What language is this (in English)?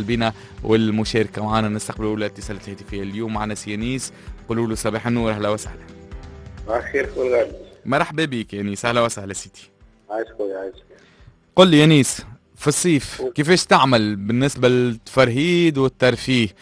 Tunisian Arabic